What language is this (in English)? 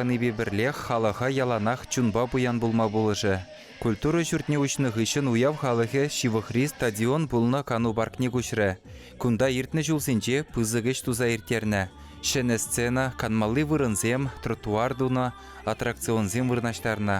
Chuvash